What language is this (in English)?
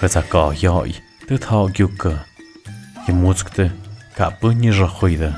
Tlahuitoltepec Mixe